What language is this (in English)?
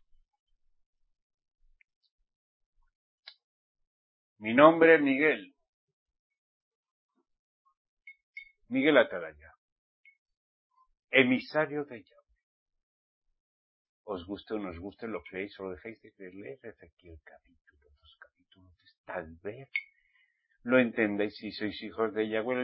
Spanish